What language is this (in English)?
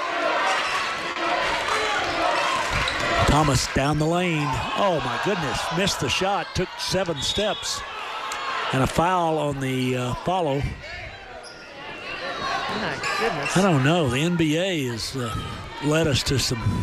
English